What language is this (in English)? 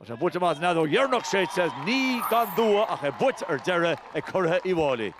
Irish